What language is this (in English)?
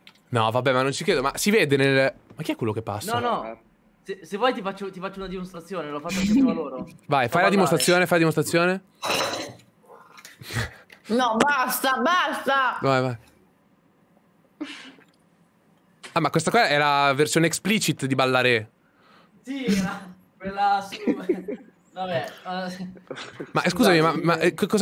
Italian